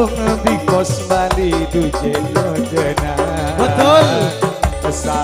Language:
Madurese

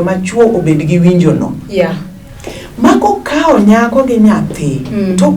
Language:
Luo (Kenya and Tanzania)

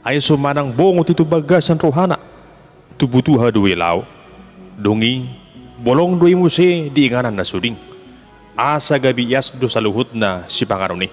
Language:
Batak Toba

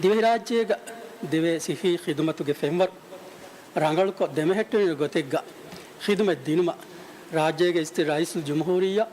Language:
Divehi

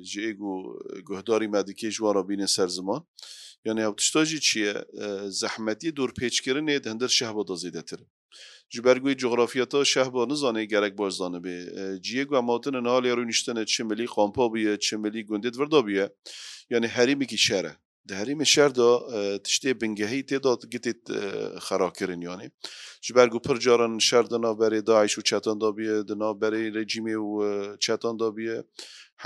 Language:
Kurdish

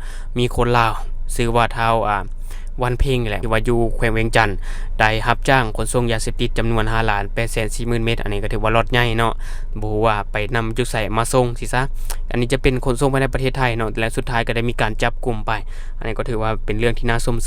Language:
Lao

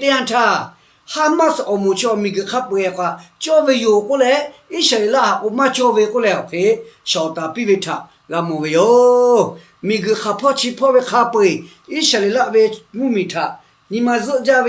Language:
Lahu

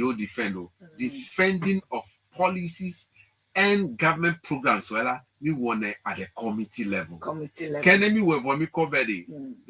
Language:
Ewe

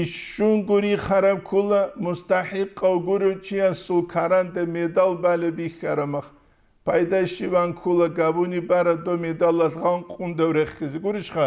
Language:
Avaric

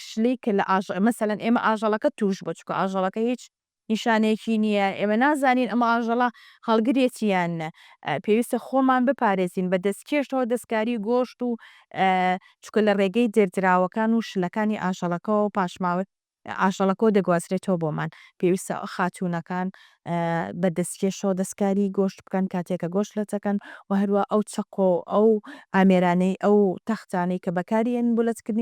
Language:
Central Kurdish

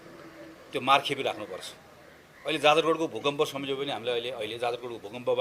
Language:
Nepali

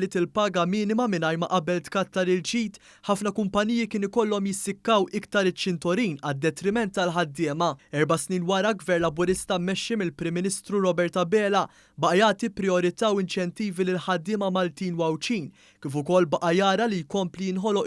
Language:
Maltese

